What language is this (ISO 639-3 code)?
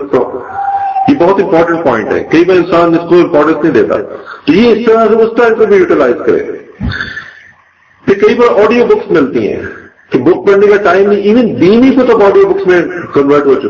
urd